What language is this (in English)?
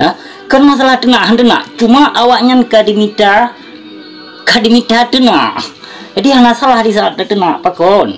Achinese